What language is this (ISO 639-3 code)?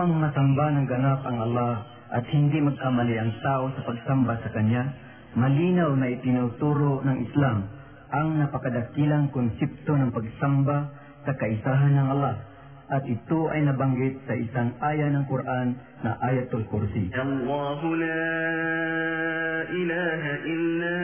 fil